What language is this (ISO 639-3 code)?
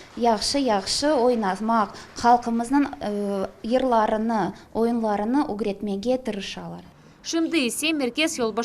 crh